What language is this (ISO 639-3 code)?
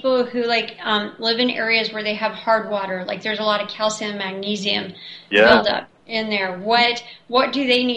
eng